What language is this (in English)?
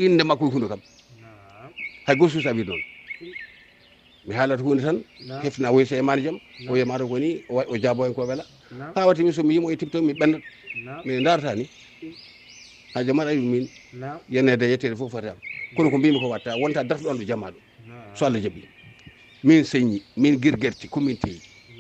Fula